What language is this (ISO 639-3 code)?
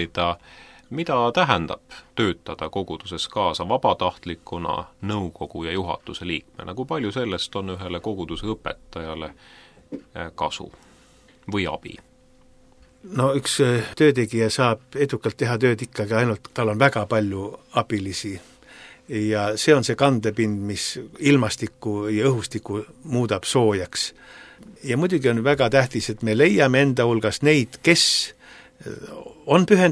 est